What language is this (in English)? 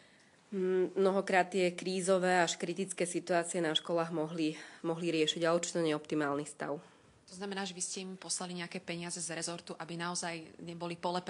Slovak